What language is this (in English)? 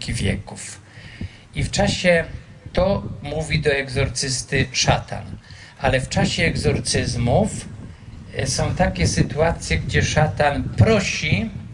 Polish